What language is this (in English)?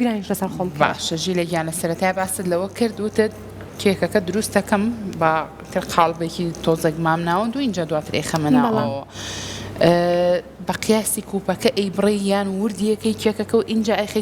Central Kurdish